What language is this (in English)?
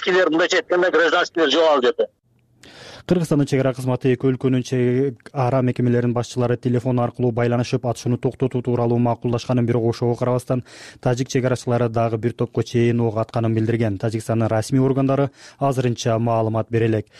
Kyrgyz